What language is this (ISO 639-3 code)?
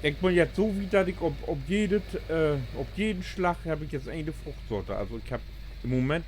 nds